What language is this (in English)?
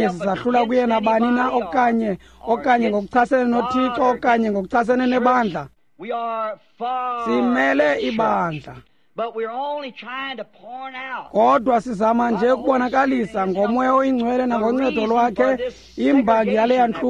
Xhosa